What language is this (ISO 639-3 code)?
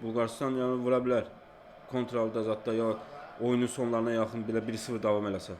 aze